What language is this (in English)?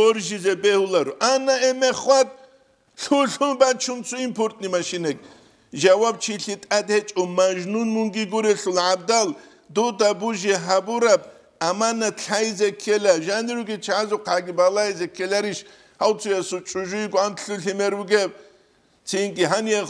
Avaric